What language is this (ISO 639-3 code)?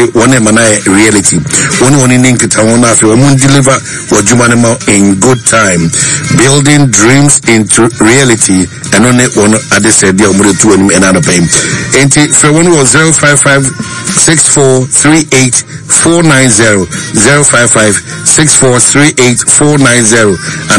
aka